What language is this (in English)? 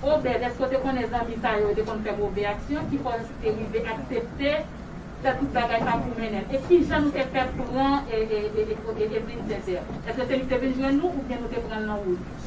Haitian Creole